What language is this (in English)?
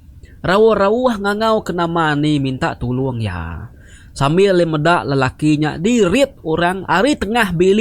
Iban